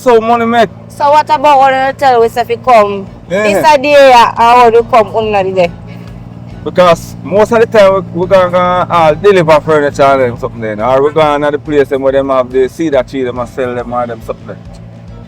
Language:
Jamaican Creole English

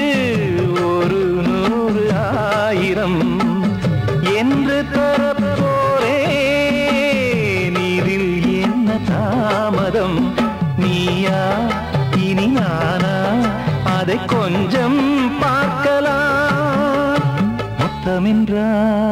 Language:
Tamil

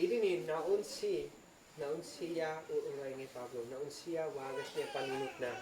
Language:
Isnag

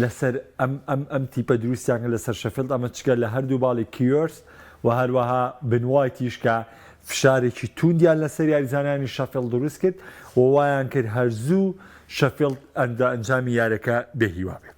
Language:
Central Kurdish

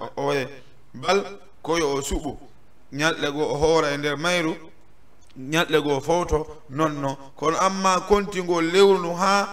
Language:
Fula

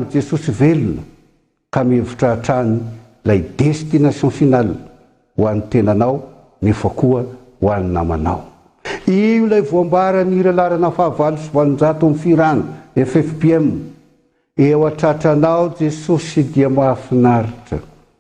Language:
Malagasy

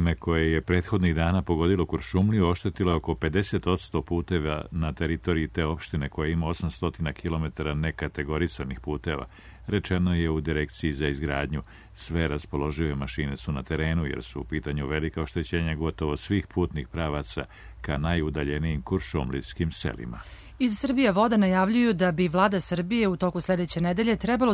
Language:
Serbian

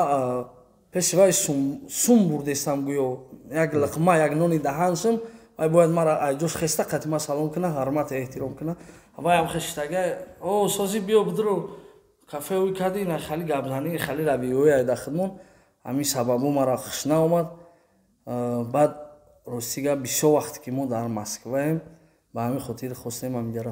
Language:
Tajik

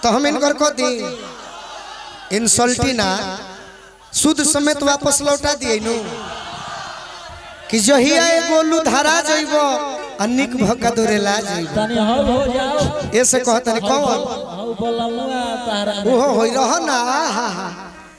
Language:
Bhojpuri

